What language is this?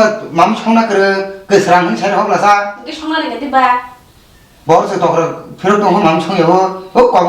Kok Borok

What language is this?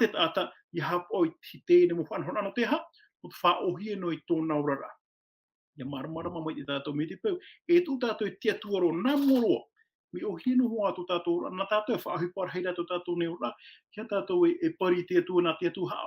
Tahitian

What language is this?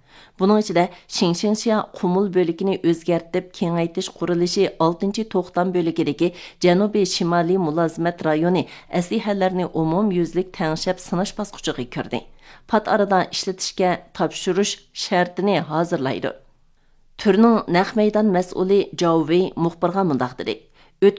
Uyghur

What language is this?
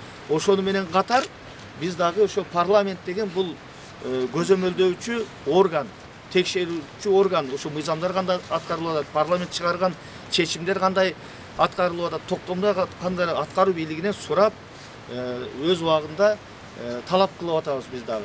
Kyrgyz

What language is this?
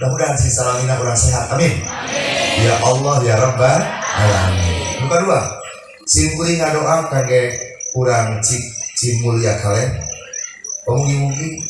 Sundanese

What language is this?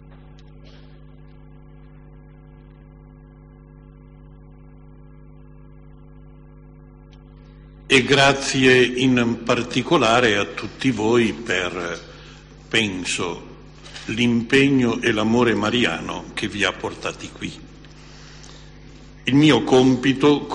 Italian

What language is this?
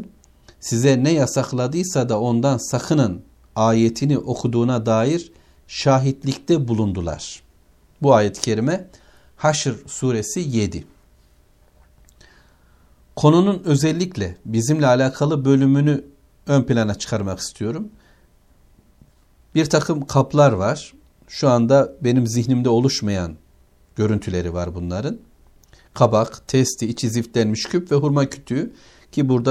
Turkish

